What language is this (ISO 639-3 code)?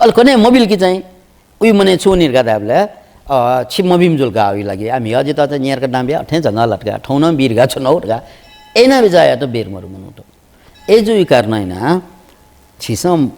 new